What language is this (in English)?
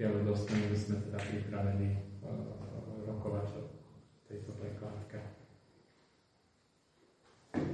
Slovak